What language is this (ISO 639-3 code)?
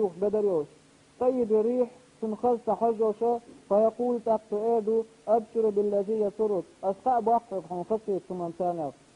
che